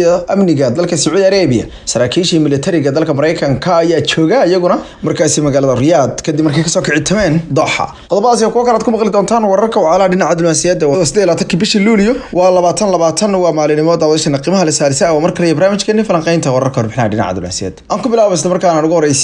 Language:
Somali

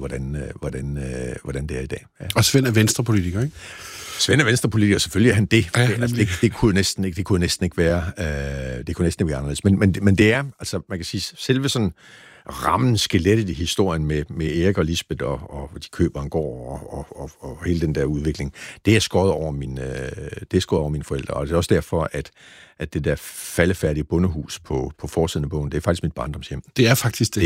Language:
Danish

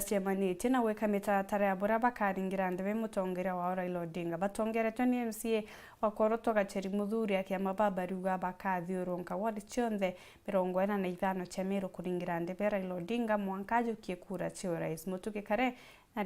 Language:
Meru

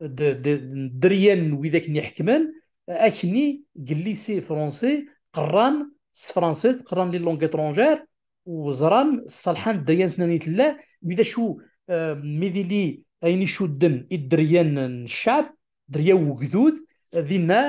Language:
Kabyle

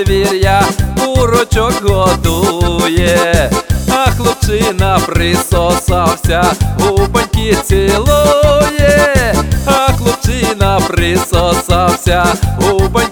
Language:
Ukrainian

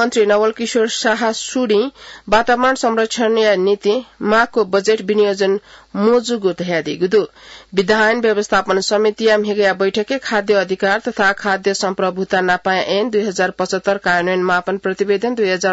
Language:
Newari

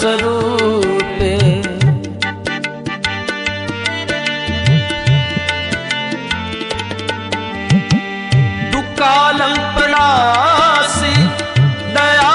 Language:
Punjabi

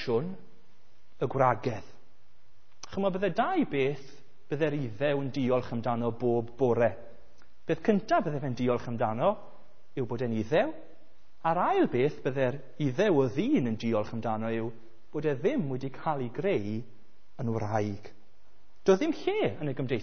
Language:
Welsh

